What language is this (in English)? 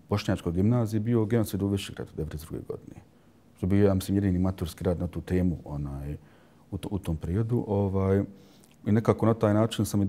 Bosnian